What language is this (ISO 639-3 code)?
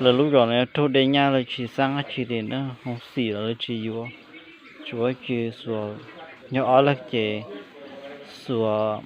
hmn